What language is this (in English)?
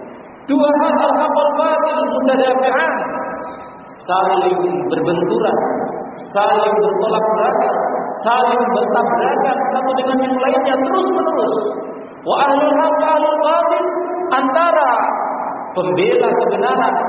Indonesian